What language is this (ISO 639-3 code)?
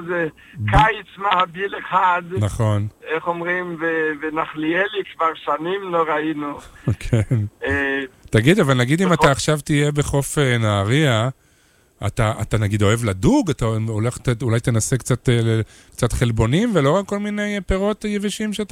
heb